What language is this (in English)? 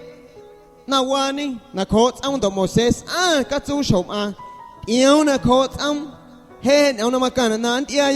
Guerrero Amuzgo